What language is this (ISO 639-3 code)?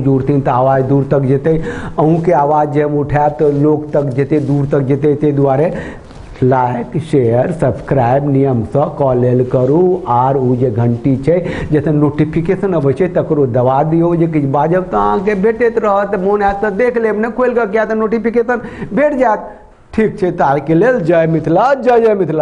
mai